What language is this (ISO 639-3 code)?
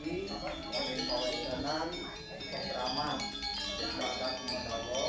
ban